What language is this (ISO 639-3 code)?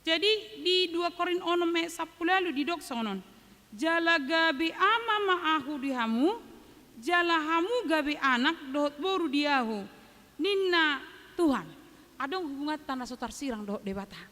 bbc